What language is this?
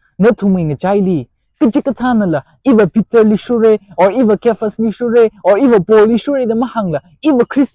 Tangkhul Naga (India)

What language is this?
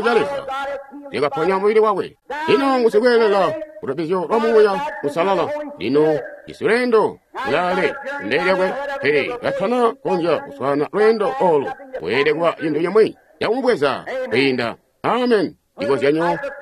Tonga (Zambia)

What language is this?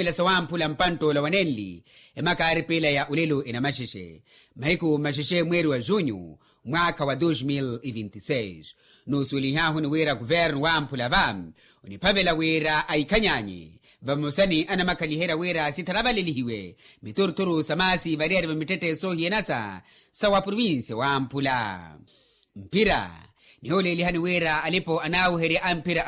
Makhuwa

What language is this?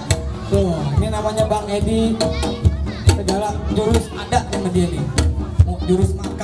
Betawi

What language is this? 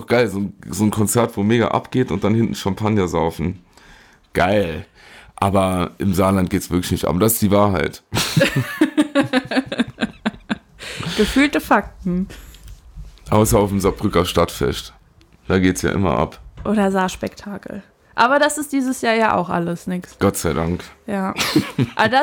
German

